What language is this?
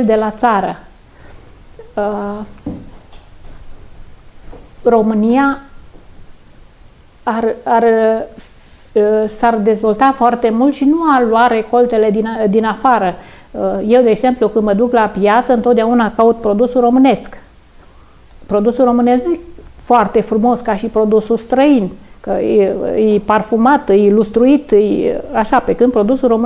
Romanian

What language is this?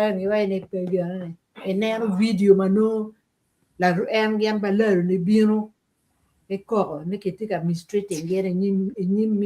Acoli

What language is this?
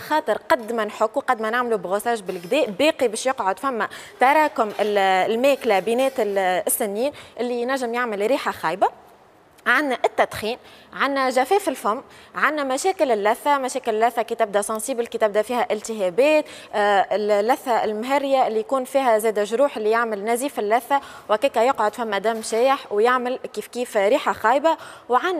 Tunisian Arabic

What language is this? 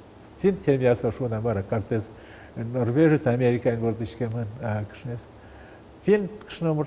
Udmurt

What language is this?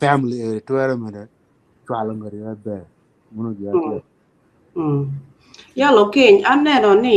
Acoli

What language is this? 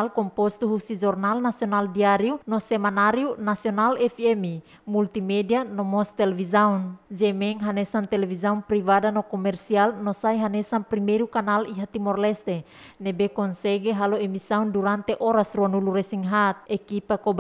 Tetum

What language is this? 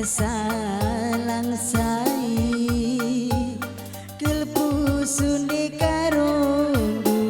Batak Karo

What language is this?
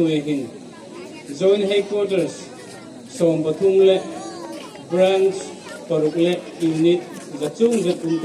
Hmar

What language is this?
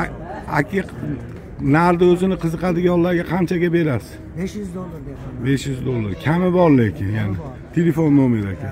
Uzbek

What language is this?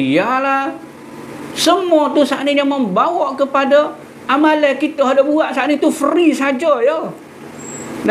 Malay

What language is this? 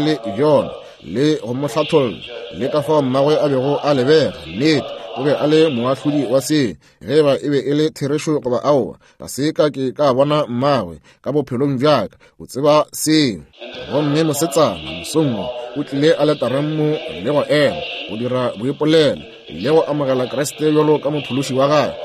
Northern Sotho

